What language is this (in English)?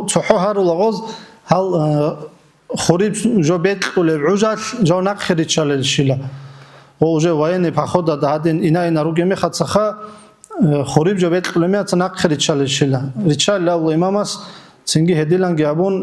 Avaric